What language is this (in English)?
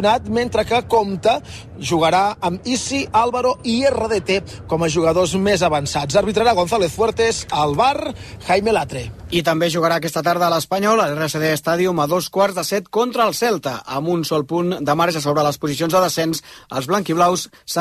Catalan